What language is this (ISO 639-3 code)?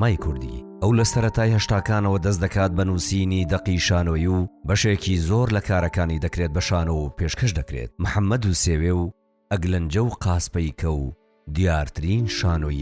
ckb